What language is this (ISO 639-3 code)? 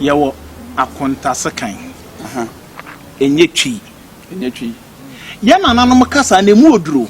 aka